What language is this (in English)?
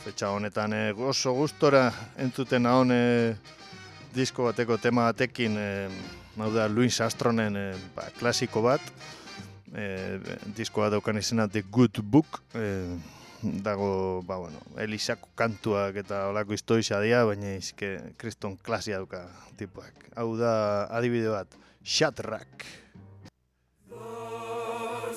Basque